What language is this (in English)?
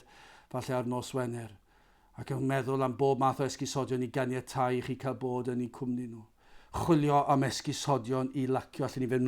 Welsh